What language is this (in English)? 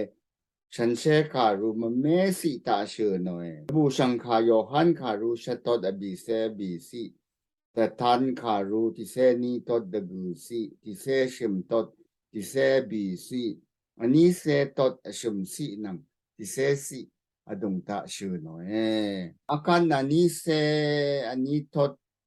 Rawang